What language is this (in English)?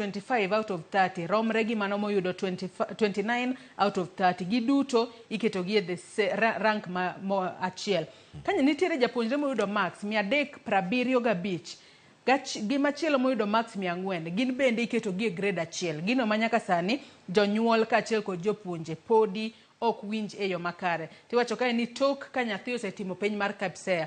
Luo (Kenya and Tanzania)